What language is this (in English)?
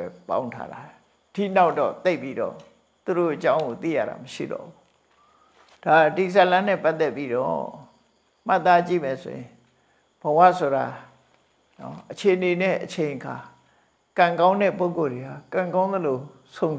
Burmese